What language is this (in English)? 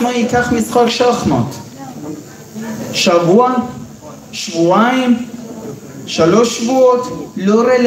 Hebrew